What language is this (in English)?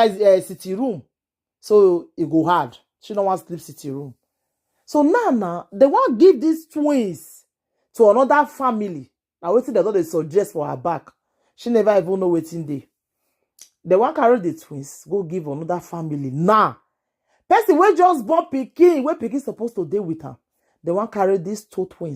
Nigerian Pidgin